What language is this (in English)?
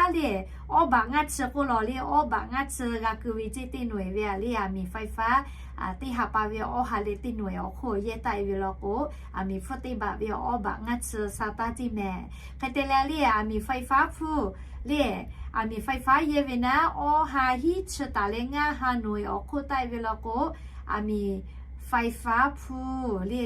Lahu